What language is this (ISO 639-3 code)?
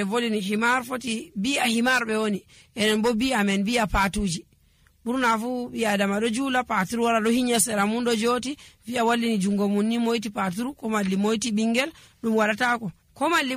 fuv